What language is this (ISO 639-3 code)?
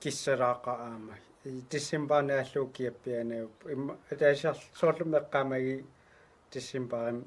kal